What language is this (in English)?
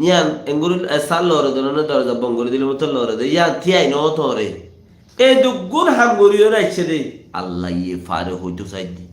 Rohingya